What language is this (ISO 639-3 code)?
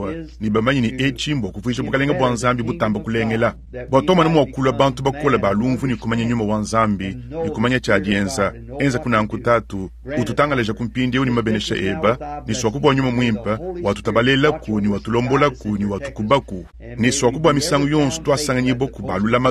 lua